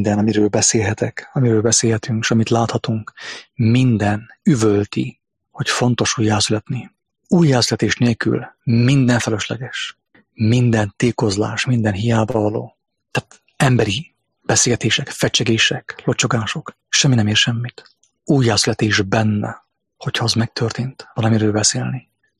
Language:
Hungarian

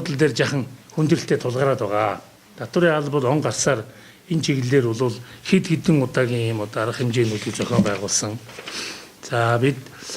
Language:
Mongolian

